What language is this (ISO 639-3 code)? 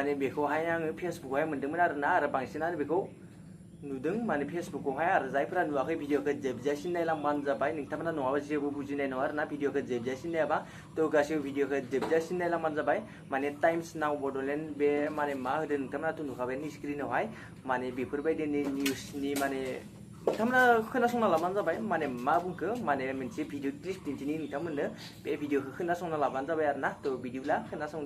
brx